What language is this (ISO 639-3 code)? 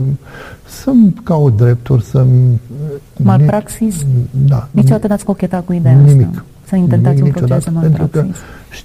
ron